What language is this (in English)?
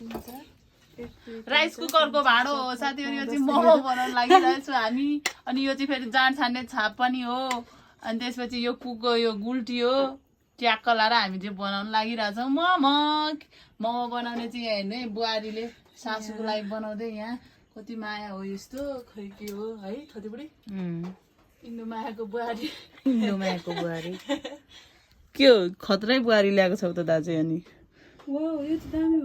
Nepali